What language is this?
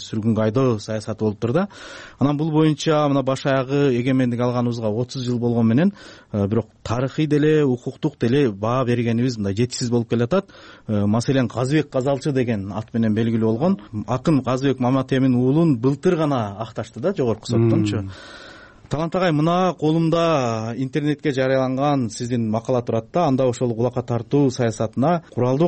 Kyrgyz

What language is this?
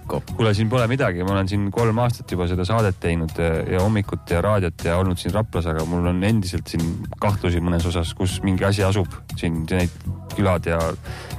Estonian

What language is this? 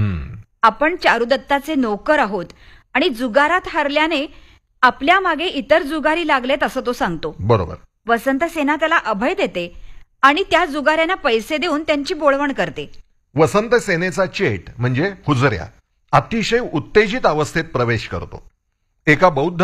Marathi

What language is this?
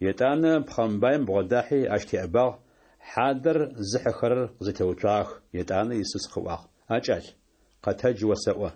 Adyghe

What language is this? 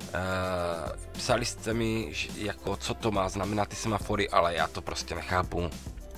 Czech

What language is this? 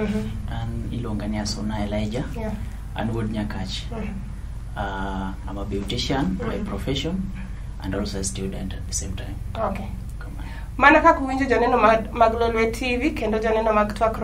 Luo (Kenya and Tanzania)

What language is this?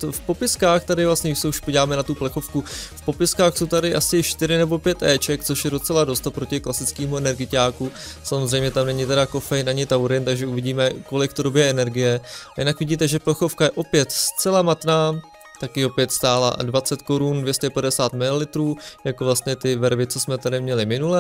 Czech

